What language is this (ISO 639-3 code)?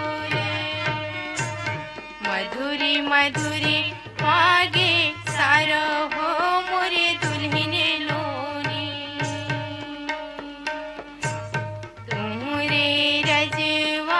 hne